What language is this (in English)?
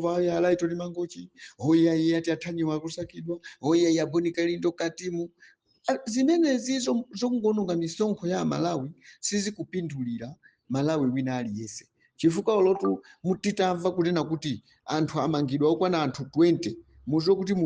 Nyanja